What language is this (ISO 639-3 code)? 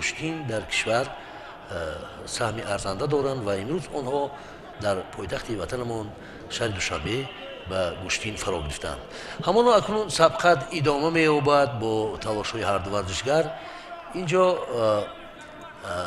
tgk